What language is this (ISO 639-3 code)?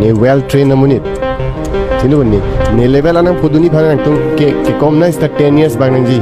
mjw